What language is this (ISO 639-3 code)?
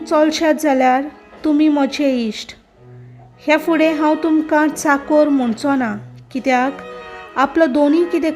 kok